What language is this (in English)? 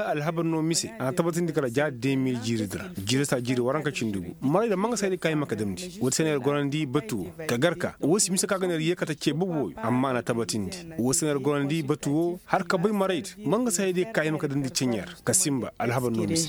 Koyraboro Senni